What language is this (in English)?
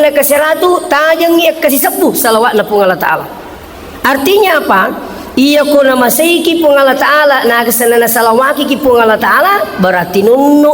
Buginese